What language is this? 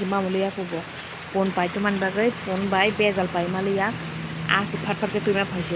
Kok Borok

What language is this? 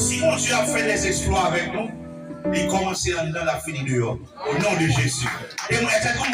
Haitian Creole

